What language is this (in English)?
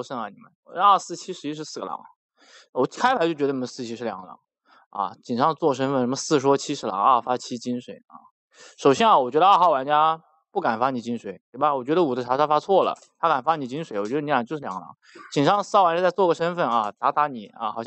Chinese